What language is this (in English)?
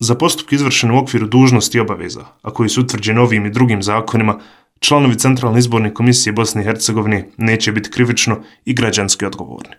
Bosnian